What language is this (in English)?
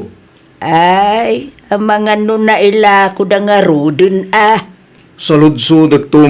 Iloko